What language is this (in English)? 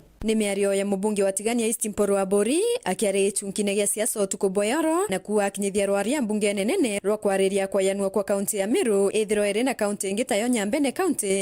Meru